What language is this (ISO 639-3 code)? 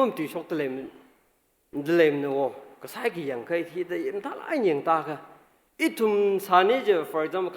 nmf